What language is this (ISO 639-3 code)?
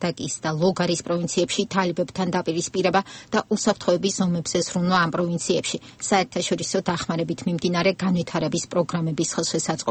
kat